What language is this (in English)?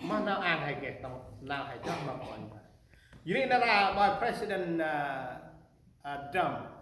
Central Mnong